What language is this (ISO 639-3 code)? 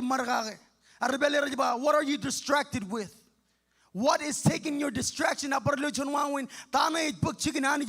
mah